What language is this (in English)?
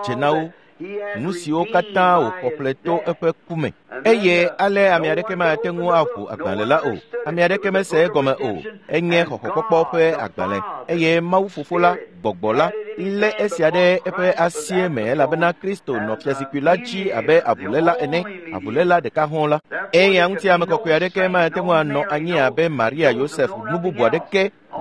Ewe